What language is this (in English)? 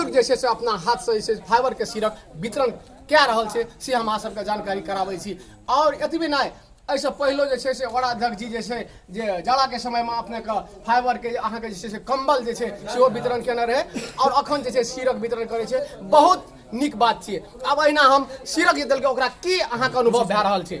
Maithili